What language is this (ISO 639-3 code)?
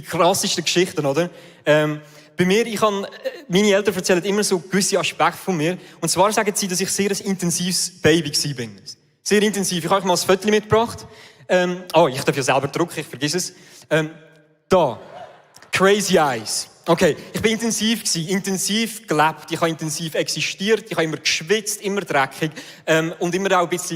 gsw